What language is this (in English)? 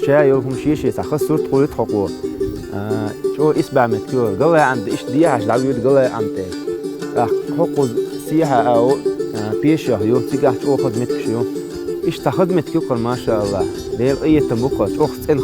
Chechen